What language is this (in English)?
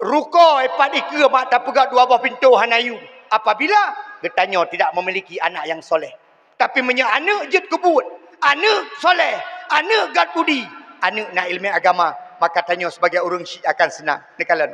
Achinese